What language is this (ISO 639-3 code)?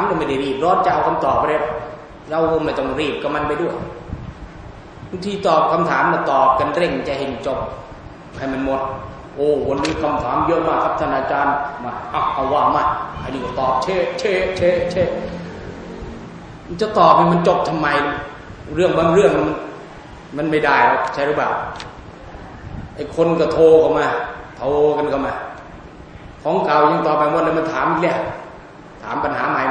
tha